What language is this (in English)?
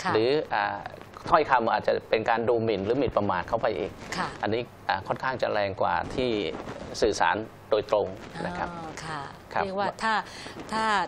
Thai